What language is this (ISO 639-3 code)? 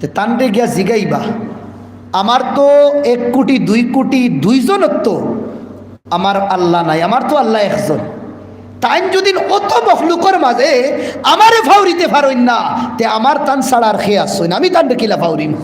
syl